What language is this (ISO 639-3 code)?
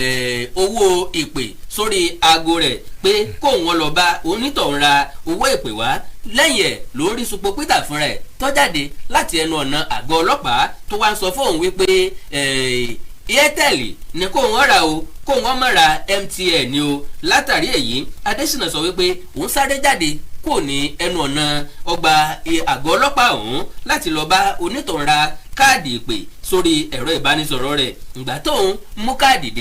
yor